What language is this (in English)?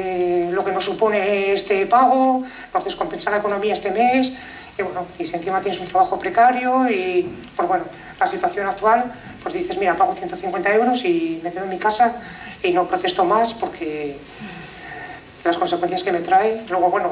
Spanish